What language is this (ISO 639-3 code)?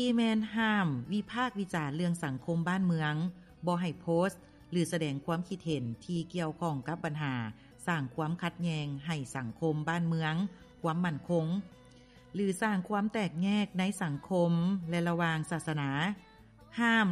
lao